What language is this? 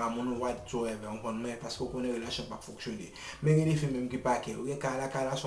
Haitian Creole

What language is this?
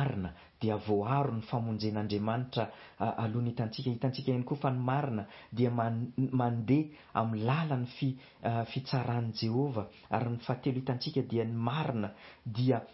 Malagasy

